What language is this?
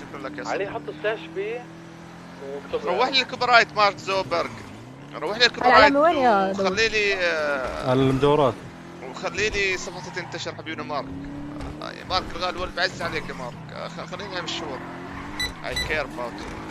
North Levantine Arabic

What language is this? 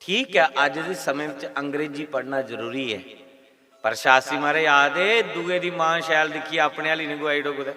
Dogri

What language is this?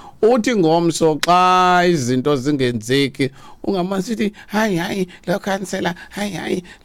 Xhosa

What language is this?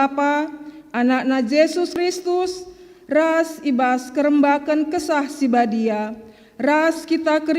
Batak Karo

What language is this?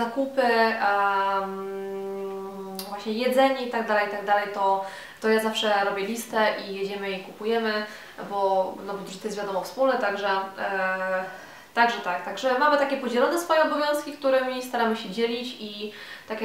Polish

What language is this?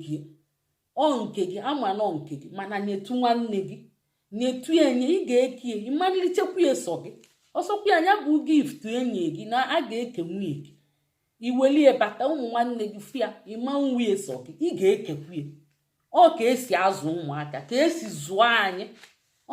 Igbo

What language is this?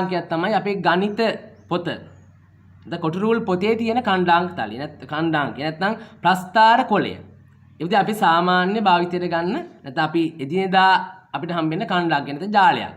Sinhala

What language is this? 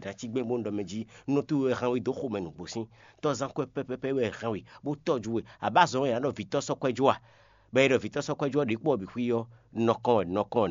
Fon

